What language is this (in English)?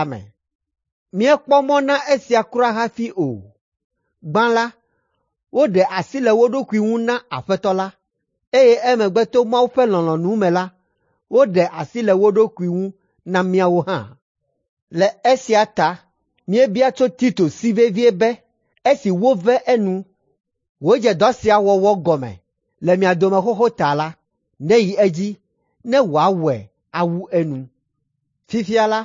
Ewe